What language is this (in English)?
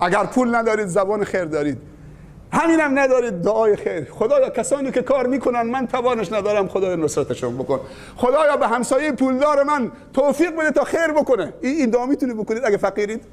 Persian